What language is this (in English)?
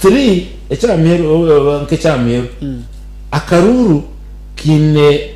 Nyankole